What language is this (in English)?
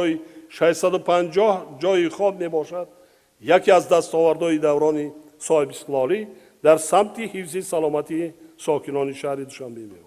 Tajik